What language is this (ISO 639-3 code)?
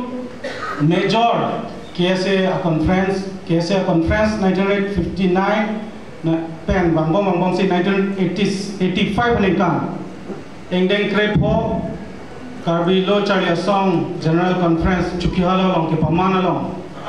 mjw